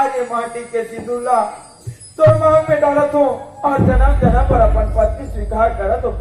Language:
Chhattisgarhi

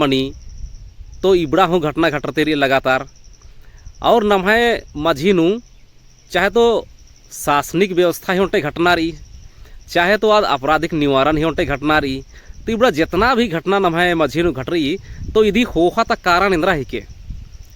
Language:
Kurukh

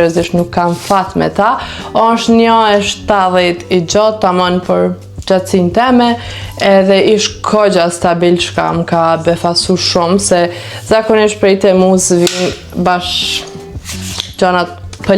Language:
Albanian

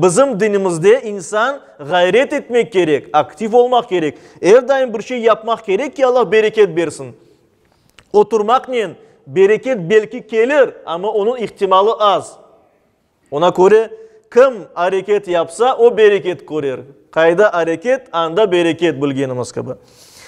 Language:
Crimean Tatar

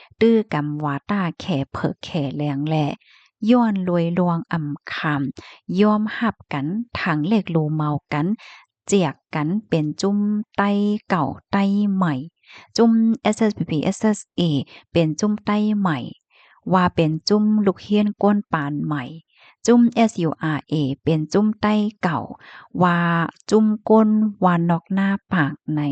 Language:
Shan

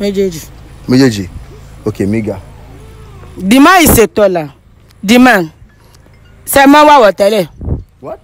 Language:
Yoruba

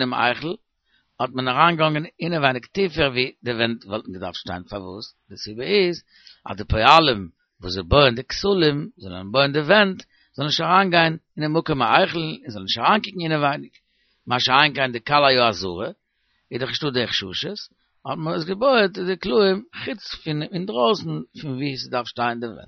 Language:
Yiddish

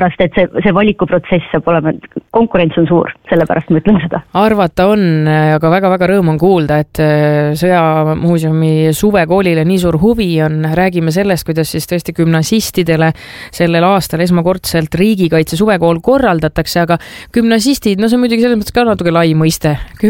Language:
Estonian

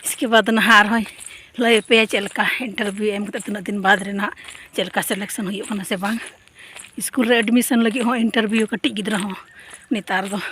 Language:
Santali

